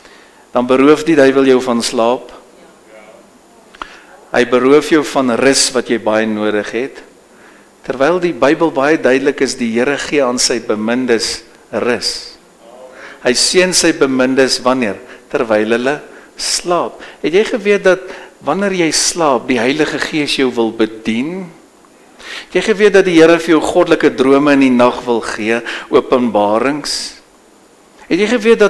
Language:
Afrikaans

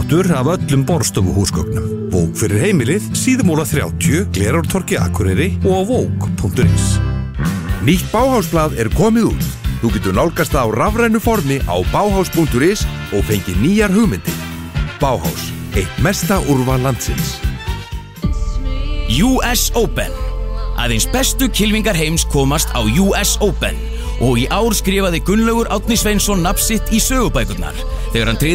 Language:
Icelandic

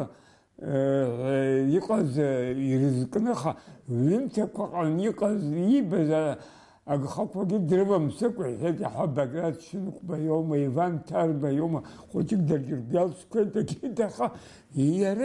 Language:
Abkhazian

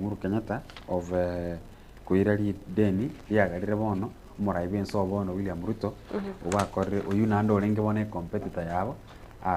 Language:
Gusii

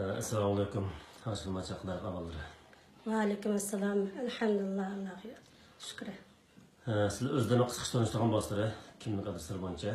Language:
Uyghur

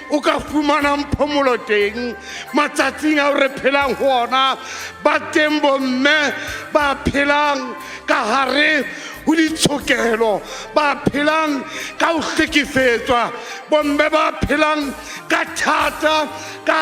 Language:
Southern Sotho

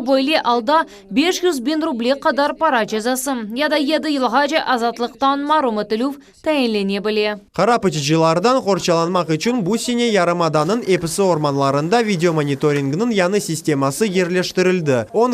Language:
Crimean Tatar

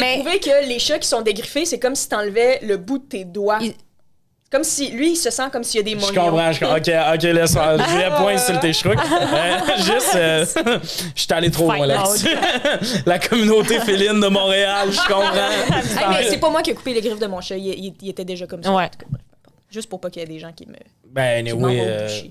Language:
French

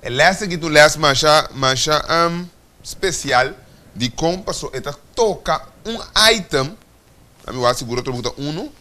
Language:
Papiamento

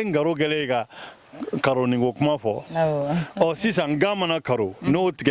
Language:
Bambara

